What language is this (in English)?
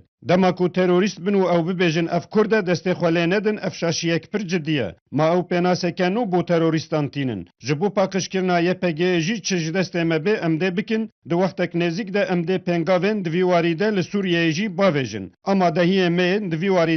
Kurdish